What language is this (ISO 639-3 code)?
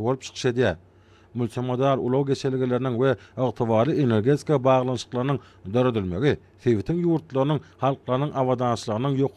tuk